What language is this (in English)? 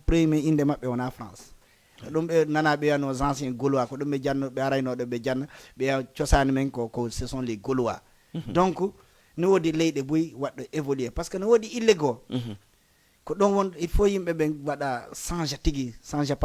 Fula